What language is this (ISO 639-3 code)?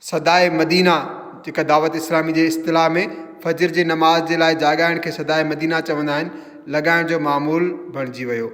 snd